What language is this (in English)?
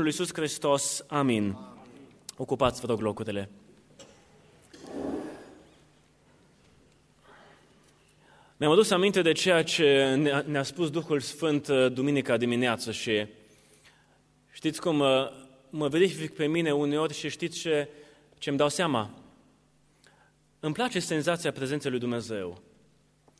Romanian